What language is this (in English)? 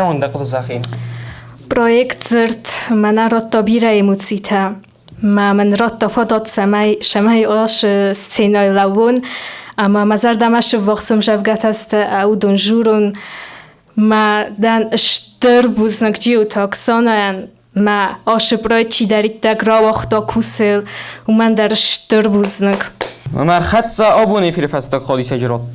Ossetic